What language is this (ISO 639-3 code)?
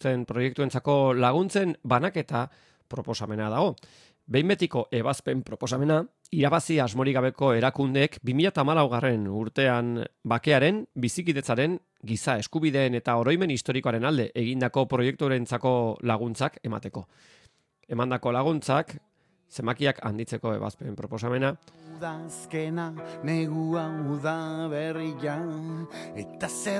eus